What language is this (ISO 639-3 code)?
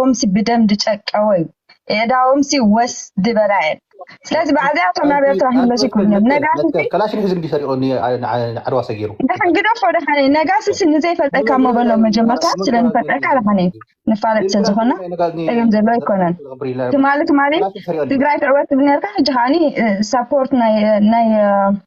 tir